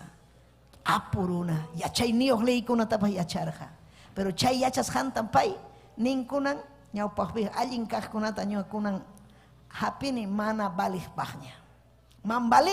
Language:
Ayacucho Quechua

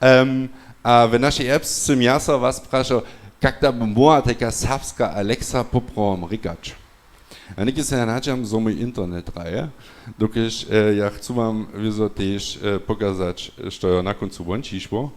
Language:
Upper Sorbian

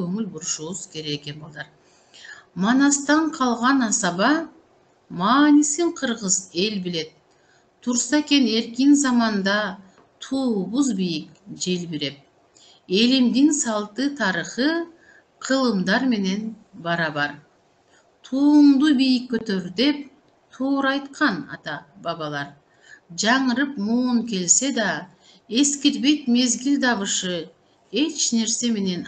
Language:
Kyrgyz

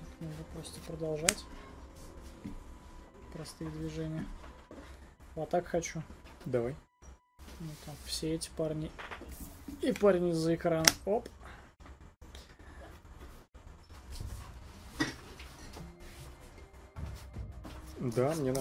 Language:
Russian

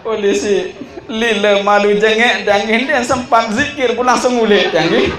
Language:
Sasak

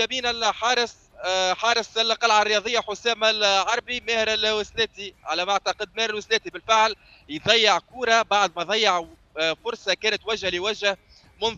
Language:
Tunisian Arabic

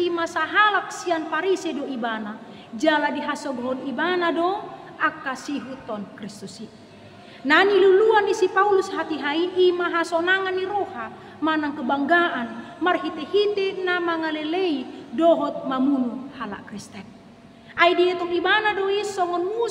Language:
Batak Toba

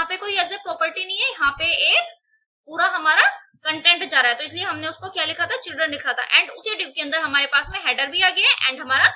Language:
Hindi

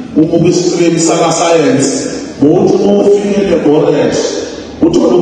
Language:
Zulu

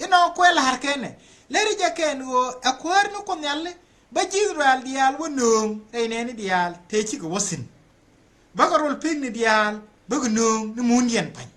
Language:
Nuer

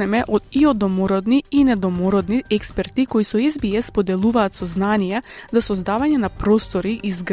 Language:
Macedonian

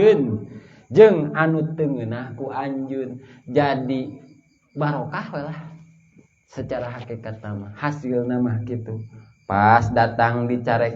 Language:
Sundanese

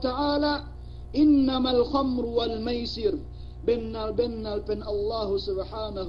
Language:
Yakan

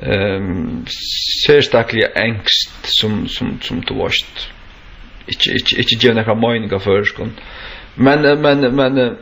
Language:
Faroese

